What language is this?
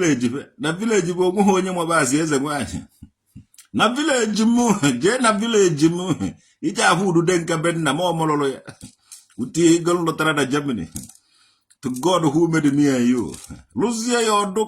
Igbo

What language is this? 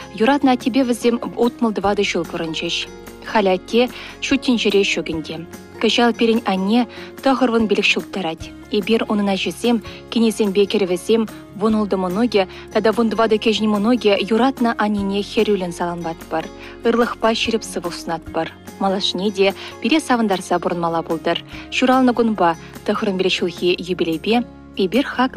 Chuvash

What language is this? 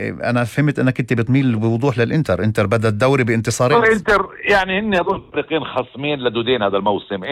North Levantine Arabic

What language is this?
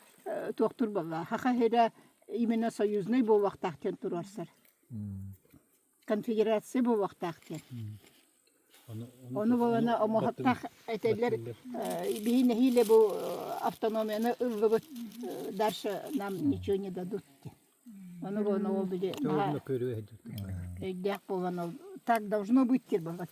Yakut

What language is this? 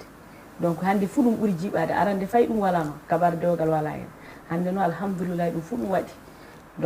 Fula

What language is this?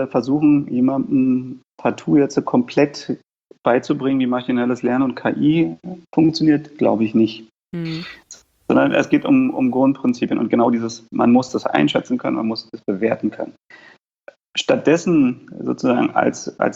German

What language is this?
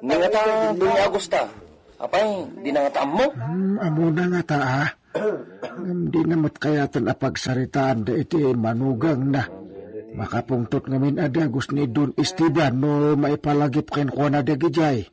Iloko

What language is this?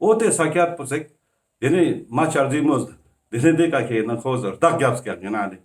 Ladakhi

